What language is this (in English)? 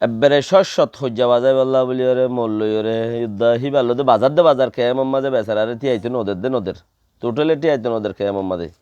Rohingya